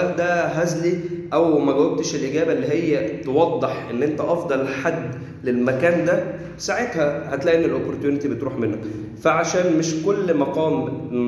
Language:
Egyptian Arabic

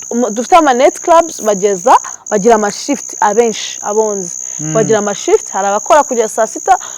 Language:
Kinyarwanda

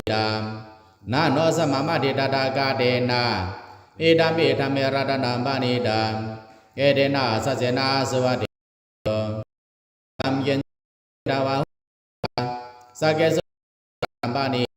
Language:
Pali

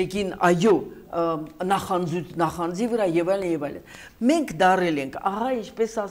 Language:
Armenian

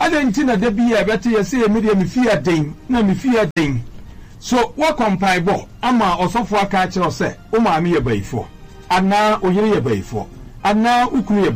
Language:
Akan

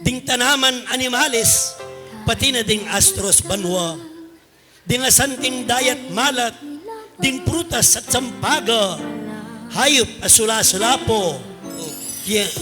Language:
Pampanga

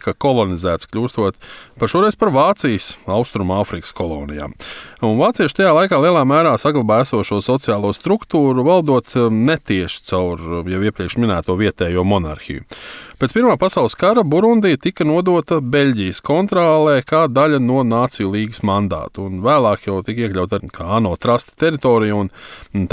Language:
Latvian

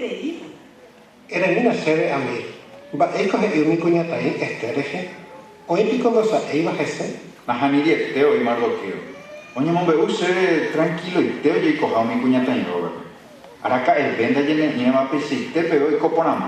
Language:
Guarani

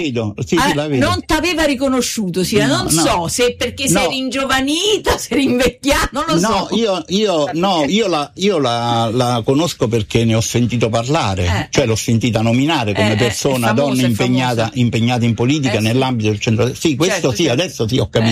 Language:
Italian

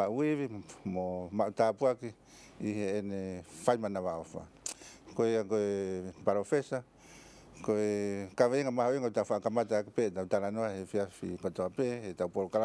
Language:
Tongan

